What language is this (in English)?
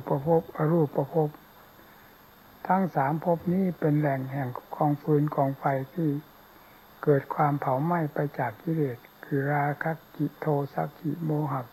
Thai